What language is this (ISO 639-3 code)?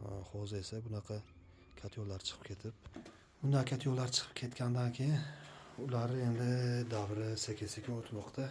uzb